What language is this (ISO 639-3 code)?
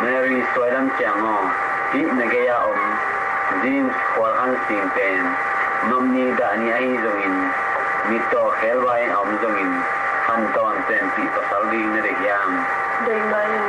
ctd